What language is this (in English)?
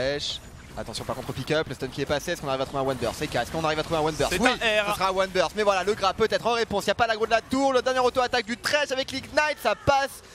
French